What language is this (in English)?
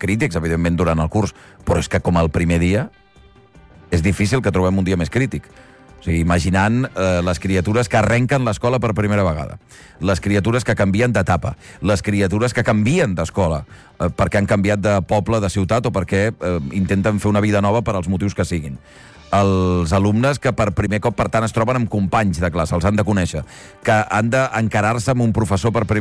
Catalan